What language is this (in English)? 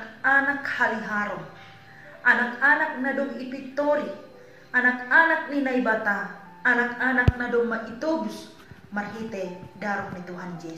Batak Simalungun